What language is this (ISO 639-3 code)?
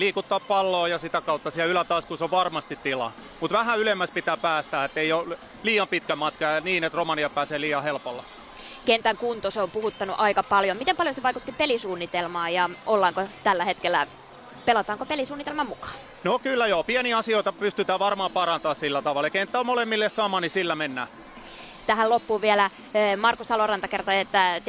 fin